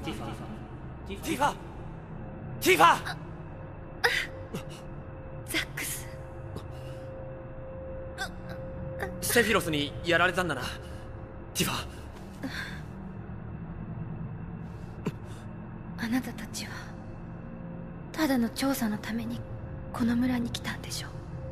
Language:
Japanese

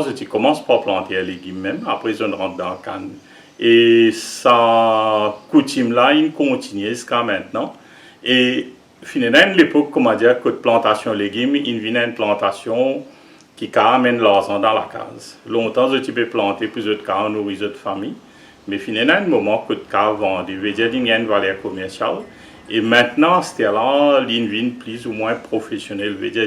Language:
Morisyen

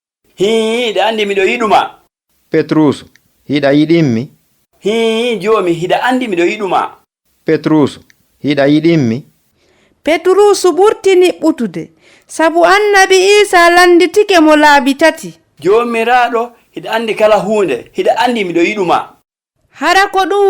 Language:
Fula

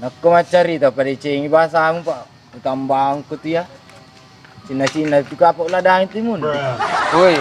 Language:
Buginese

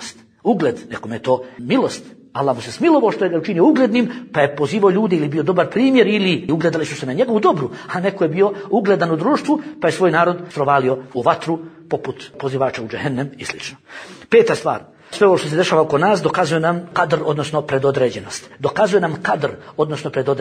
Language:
Bosnian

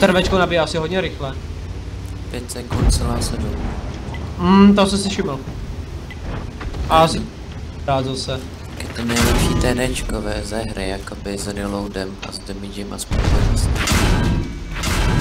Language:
Czech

